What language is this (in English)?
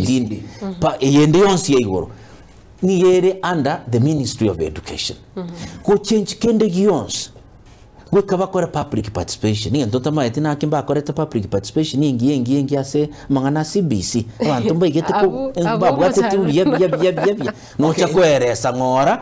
Gusii